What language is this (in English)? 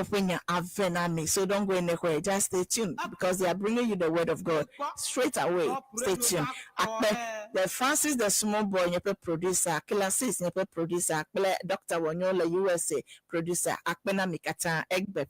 Ewe